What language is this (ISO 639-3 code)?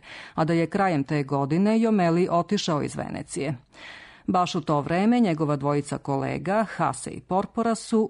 srp